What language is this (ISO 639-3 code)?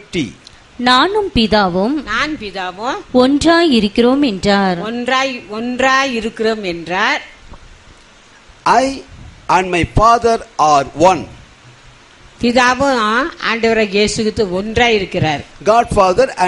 tam